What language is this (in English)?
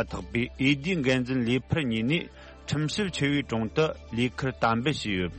Tibetan